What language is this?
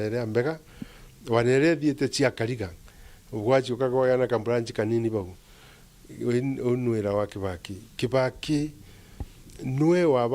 Meru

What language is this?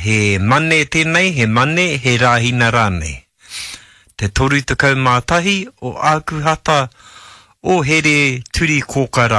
Māori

